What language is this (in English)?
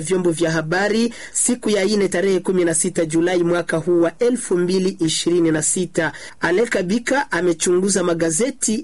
Swahili